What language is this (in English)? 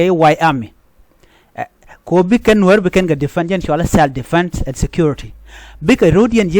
Nuer